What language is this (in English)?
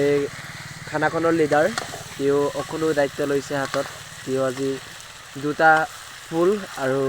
Assamese